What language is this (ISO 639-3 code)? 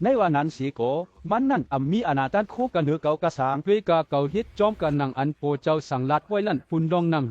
shn